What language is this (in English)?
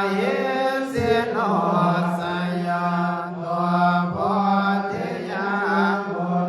Pali